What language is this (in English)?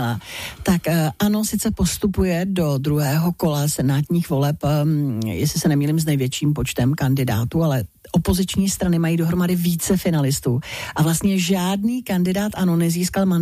Czech